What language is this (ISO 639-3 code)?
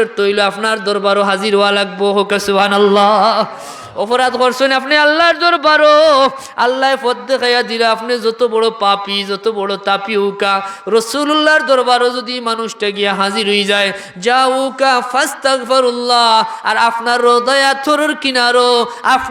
syl